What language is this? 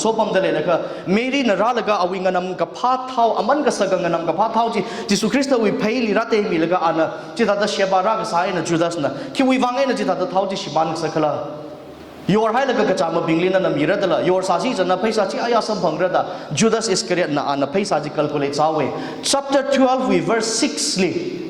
Tangkhul Naga (India)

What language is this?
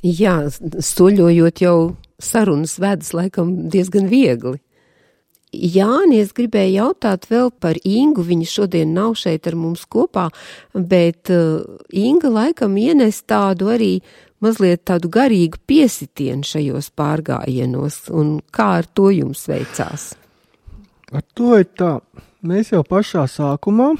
Latvian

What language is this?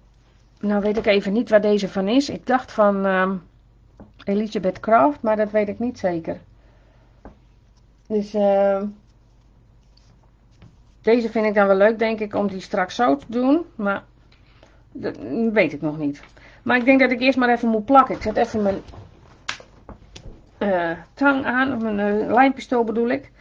Dutch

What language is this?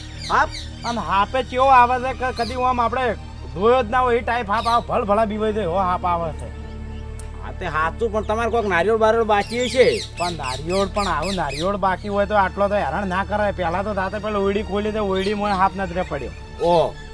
Gujarati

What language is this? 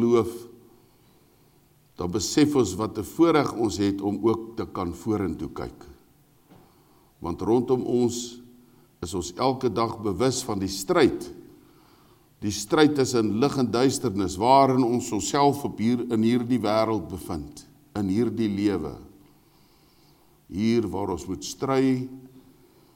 Afrikaans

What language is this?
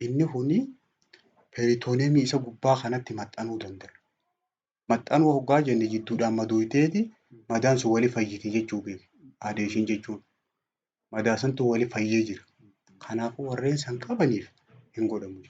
Oromo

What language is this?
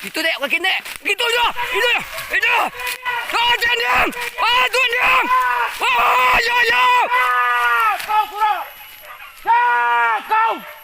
Minangkabau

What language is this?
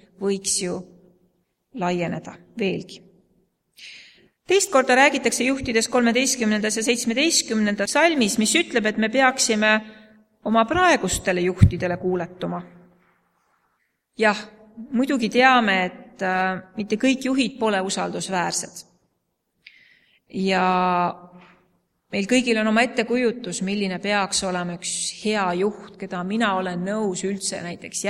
Estonian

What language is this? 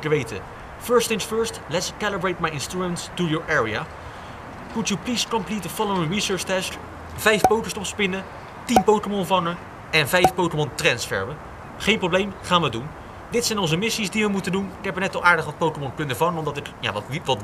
Dutch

